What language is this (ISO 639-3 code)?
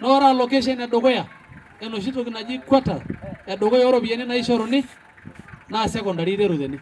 mas